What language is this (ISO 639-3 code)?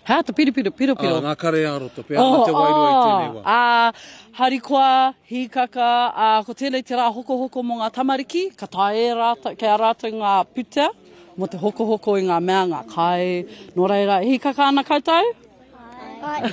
mri